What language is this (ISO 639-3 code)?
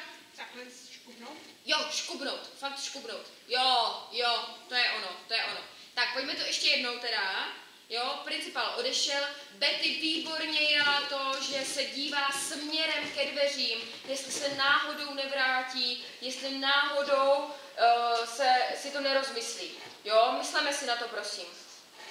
ces